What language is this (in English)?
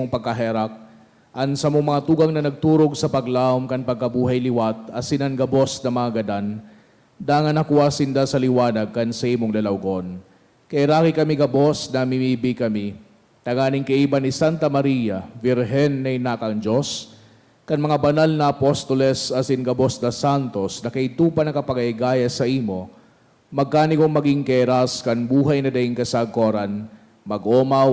Bikol